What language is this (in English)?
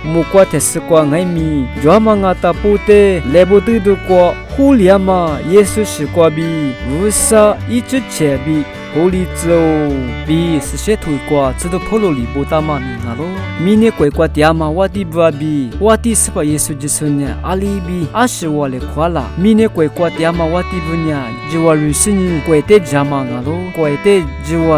Lisu